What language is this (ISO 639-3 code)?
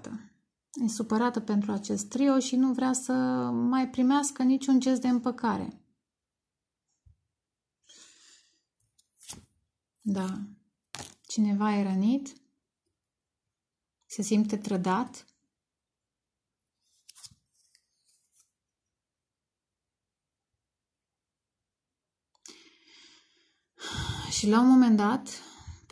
ron